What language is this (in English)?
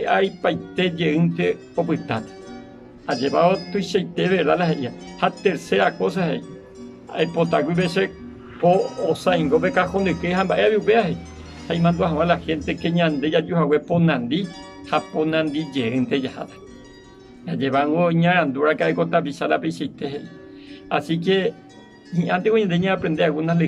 Guarani